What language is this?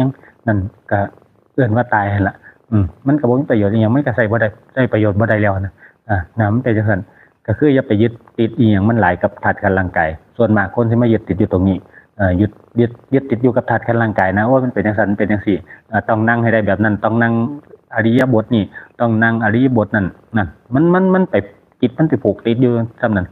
Northeastern Thai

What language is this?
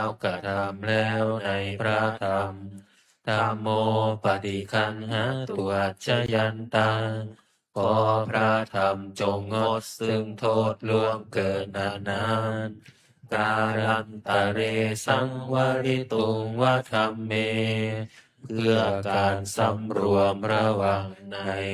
Pali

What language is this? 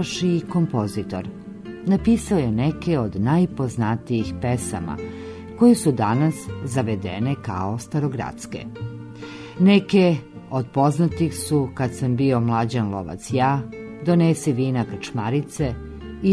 Serbian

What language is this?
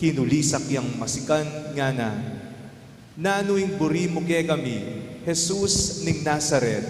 Pampanga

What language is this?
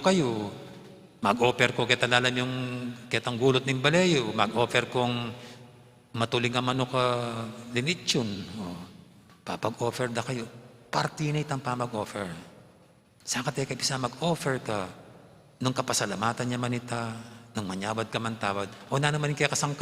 Pampanga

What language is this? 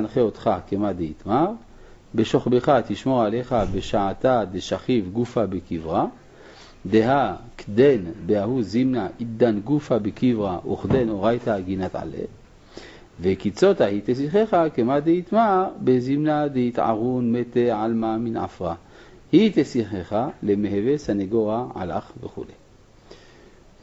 Hebrew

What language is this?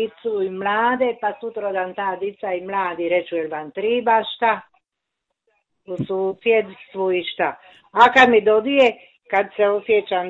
Croatian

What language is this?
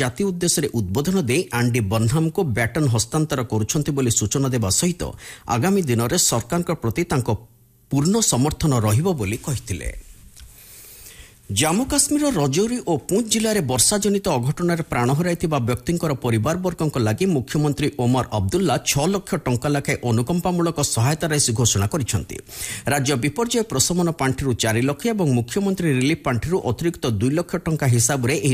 Odia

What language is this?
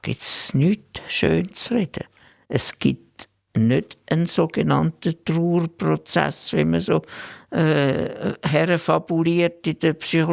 Swiss German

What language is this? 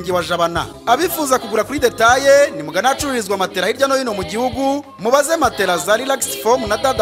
Kinyarwanda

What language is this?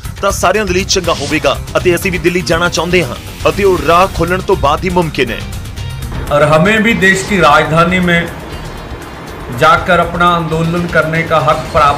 Punjabi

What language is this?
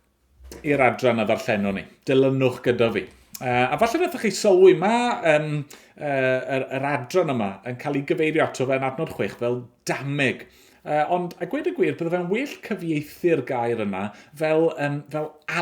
Welsh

